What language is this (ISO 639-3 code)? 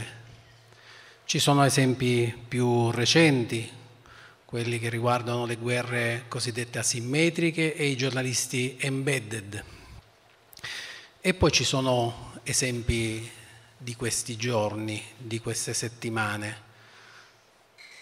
ita